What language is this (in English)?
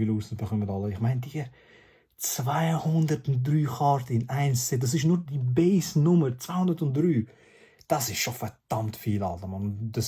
Swiss German